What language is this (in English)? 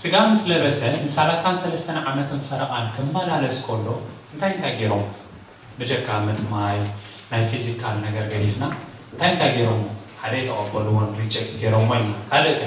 Tigrinya